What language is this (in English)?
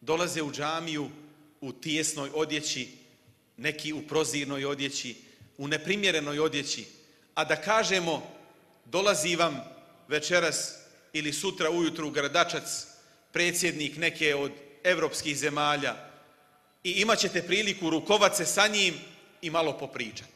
Bosnian